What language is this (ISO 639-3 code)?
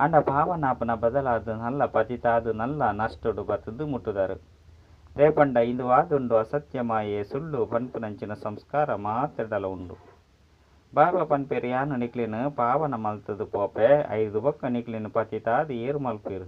tcy